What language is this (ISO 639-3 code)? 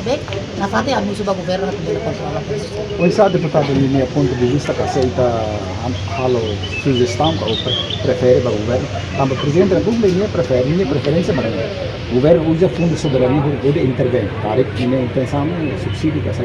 tet